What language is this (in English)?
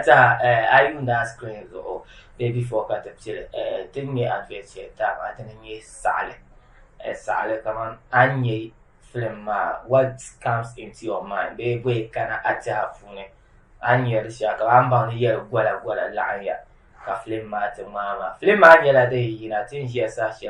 Dagbani